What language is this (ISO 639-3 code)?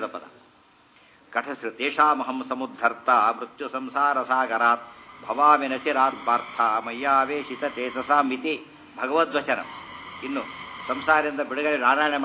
kan